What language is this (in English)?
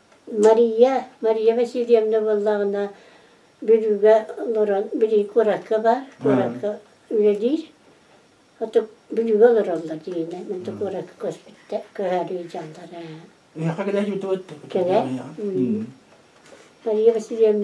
Yakut